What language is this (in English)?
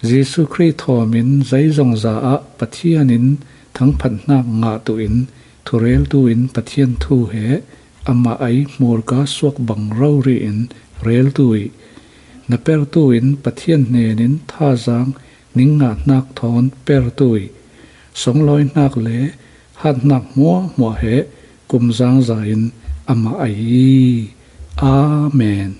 Falam Chin